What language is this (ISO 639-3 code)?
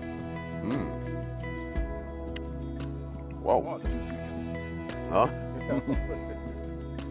swe